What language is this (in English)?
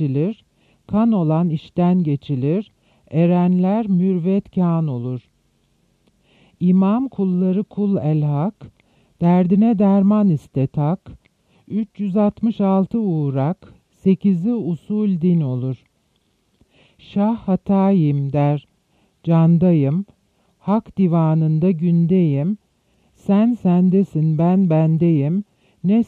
Turkish